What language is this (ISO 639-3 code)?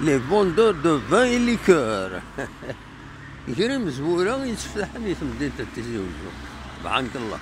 kab